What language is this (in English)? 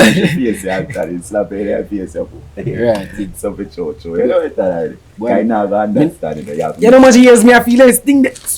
Jamaican Creole English